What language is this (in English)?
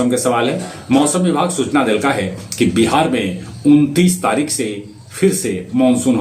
Magahi